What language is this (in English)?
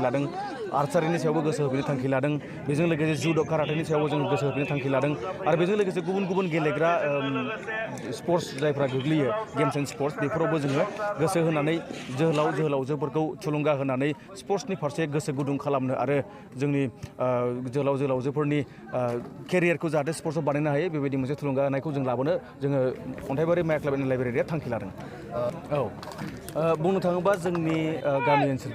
Bodo